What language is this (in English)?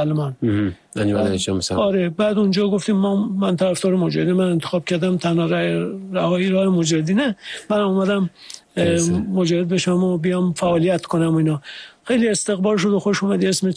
Persian